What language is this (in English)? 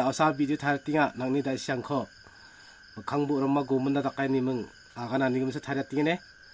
Garo